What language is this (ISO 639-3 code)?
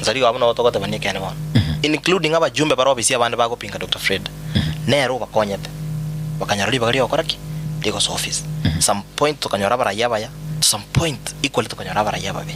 guz